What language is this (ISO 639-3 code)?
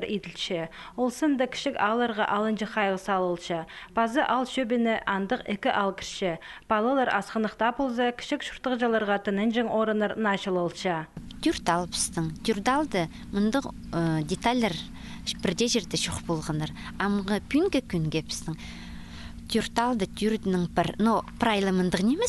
kjh